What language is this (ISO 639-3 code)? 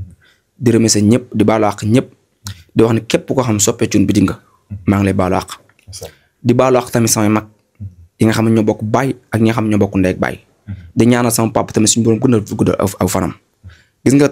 wol